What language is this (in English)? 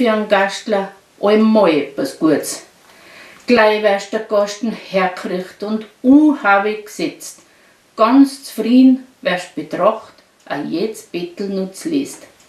Bavarian